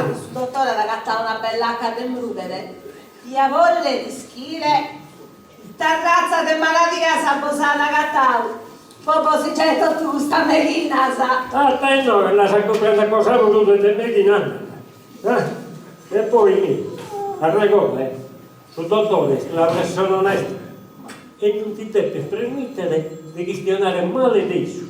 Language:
Sardinian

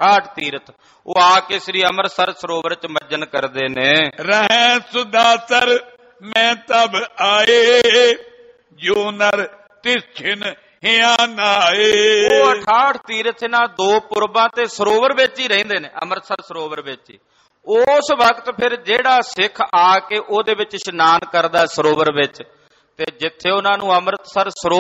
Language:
Punjabi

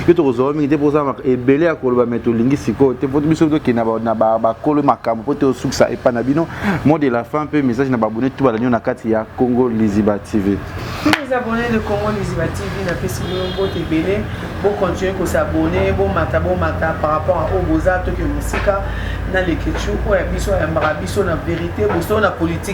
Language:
Lingala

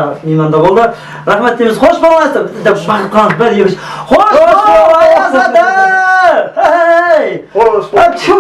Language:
Kara-Kalpak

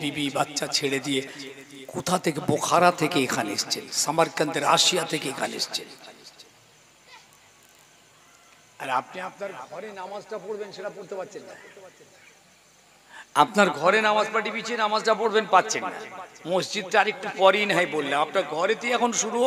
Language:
Bangla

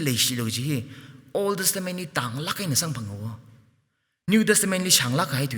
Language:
Tangkhul Naga (India)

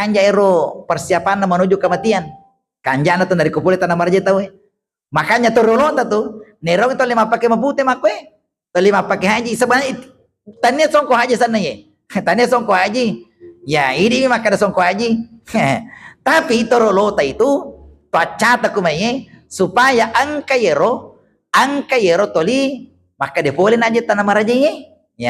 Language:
Buginese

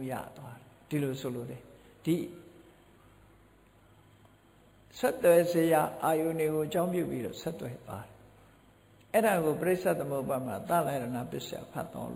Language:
Burmese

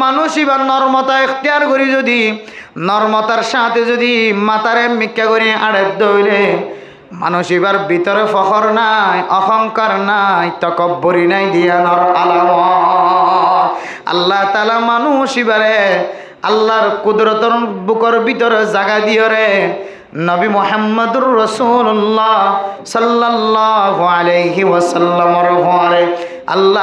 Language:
Rohingya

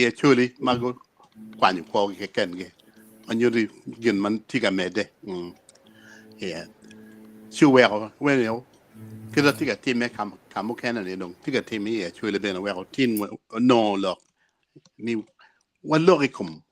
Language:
Acoli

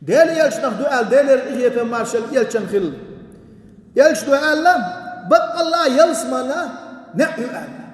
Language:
Chechen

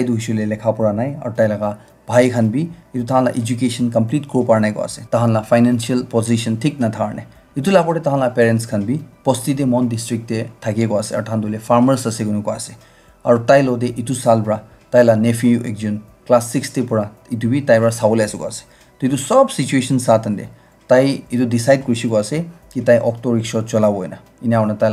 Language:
Naga Pidgin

